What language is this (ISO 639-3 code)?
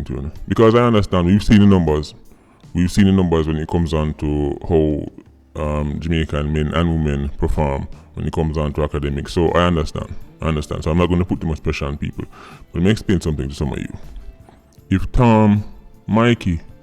jam